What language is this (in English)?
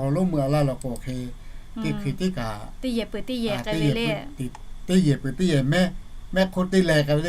Lahu